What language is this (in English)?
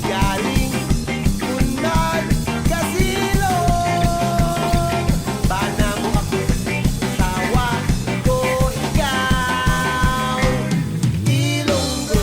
Hiligaynon